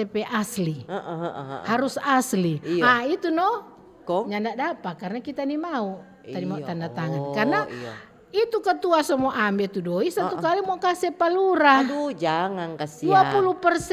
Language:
Manado Malay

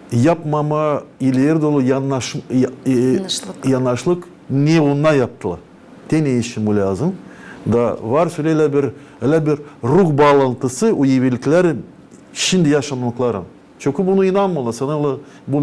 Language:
Gagauz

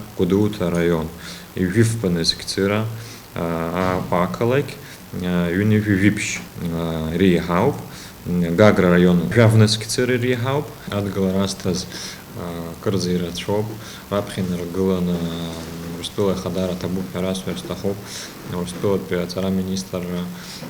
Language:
Abkhazian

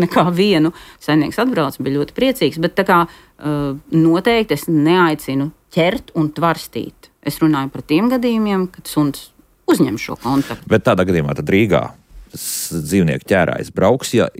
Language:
Latvian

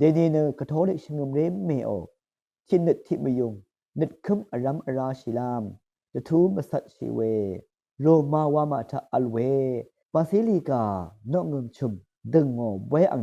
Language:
Rawang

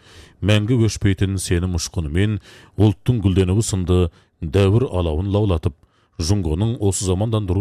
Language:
Kazakh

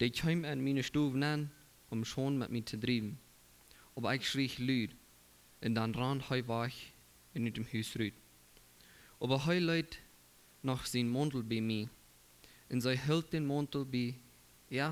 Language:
Plautdietsch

